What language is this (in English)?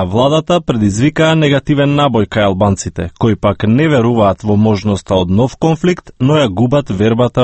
Macedonian